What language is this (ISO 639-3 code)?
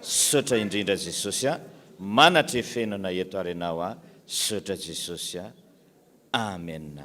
mlg